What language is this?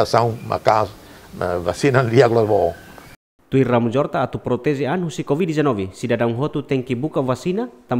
Tetum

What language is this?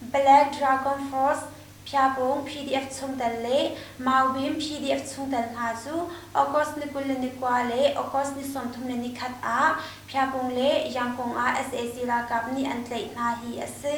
Hakha Chin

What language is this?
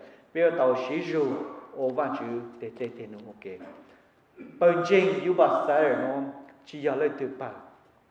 Vietnamese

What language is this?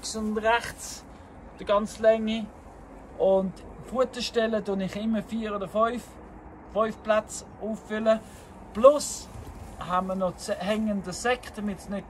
Swiss German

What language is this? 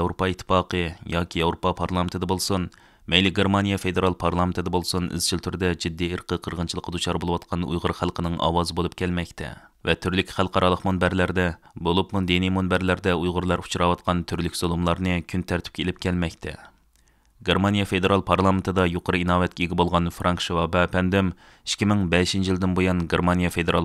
Uyghur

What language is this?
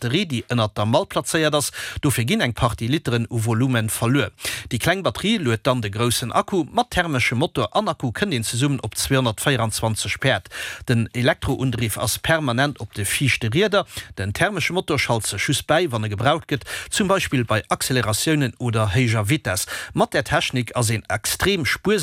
Luxembourgish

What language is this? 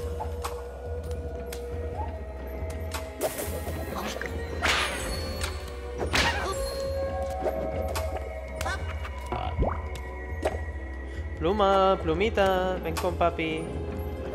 Spanish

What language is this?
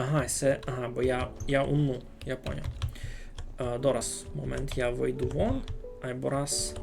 Rusyn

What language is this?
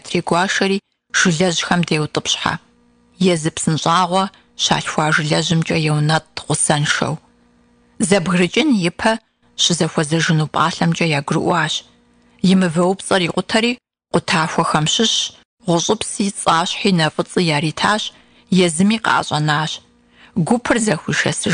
Kabardian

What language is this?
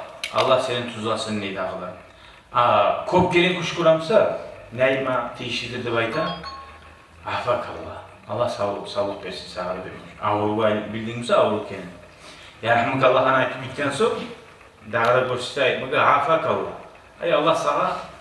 Kumyk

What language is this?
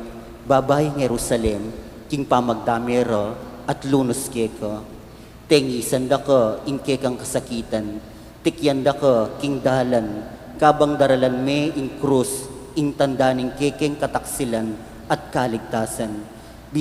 Pampanga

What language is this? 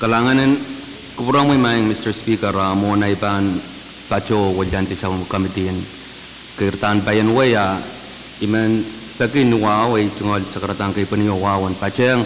Pohnpeian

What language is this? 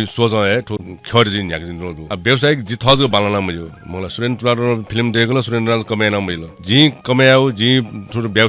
Newari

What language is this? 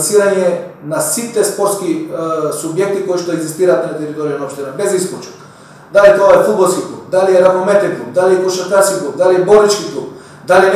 Macedonian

